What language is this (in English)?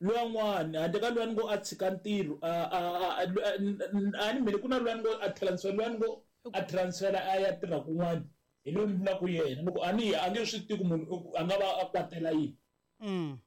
Tsonga